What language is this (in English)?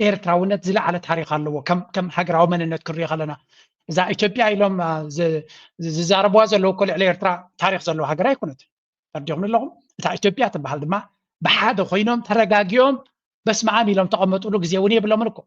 Tigrinya